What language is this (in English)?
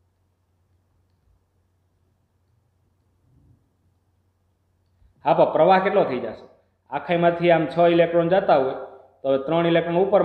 Gujarati